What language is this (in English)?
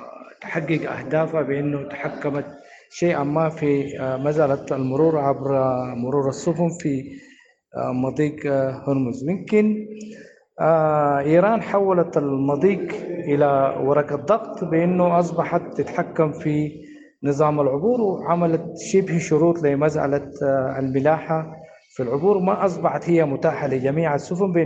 Sudanese Arabic